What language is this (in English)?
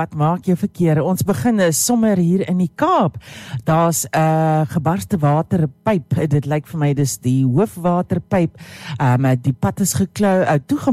Afrikaans